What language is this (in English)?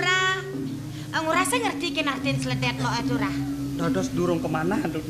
Balinese